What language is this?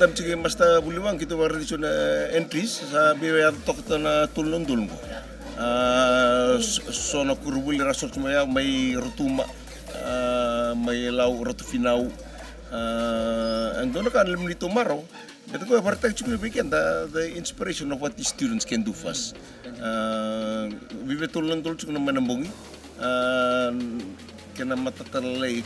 Fijian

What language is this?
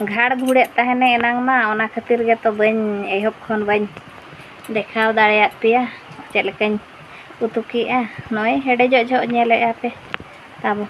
Santali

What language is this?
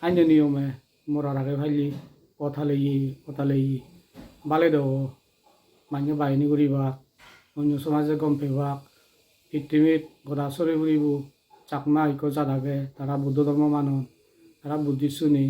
Chakma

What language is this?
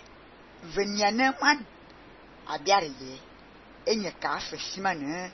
Fang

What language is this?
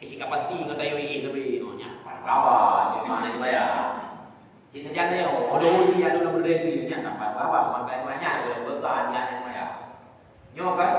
Achinese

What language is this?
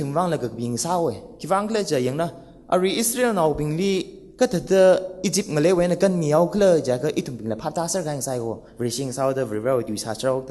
Tangkhul Naga (India)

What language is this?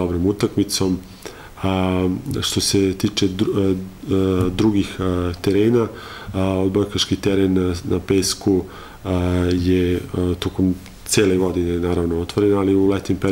Serbian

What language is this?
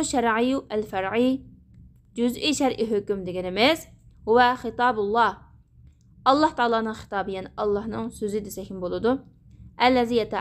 Uyghur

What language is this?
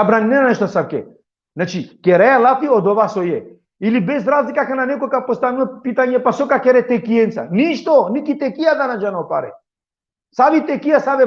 Balkan Romani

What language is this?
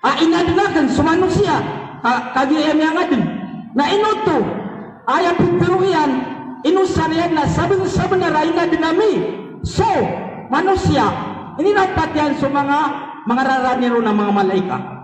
Maranao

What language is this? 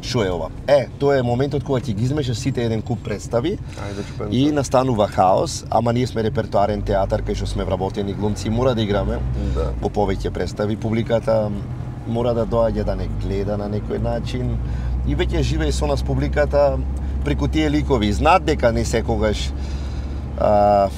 Macedonian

